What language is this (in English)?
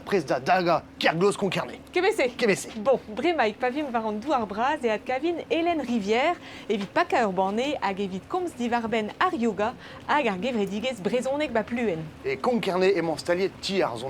Breton